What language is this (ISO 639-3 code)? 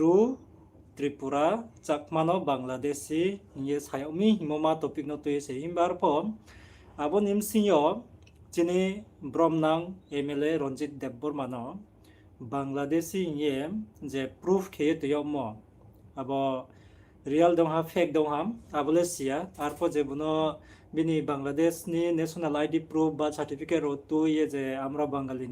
ria